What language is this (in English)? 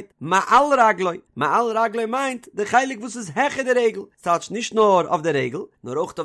Yiddish